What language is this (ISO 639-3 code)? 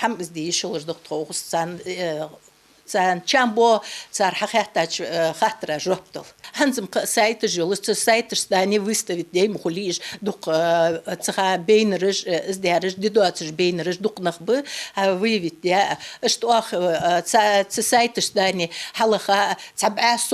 inh